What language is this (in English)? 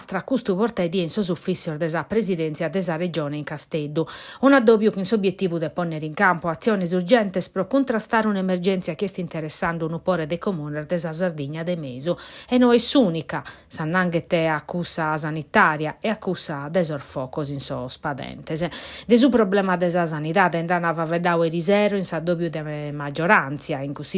Sardinian